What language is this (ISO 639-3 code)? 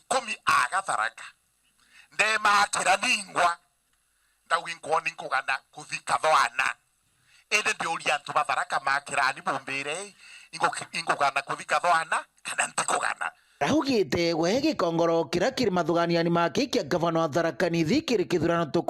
mer